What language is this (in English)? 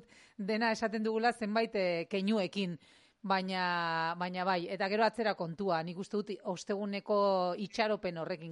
Basque